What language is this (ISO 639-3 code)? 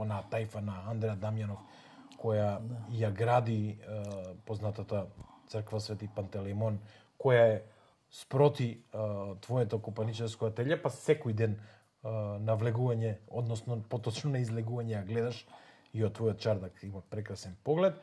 mkd